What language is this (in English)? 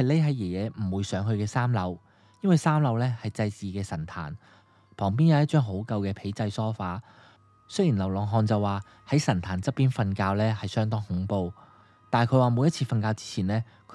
Cantonese